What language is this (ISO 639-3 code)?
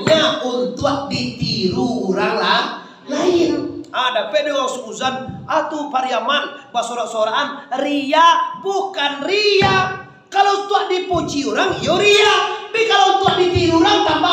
min